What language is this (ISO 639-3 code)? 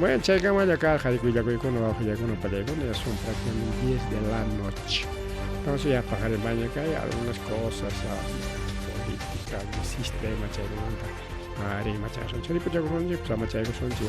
quy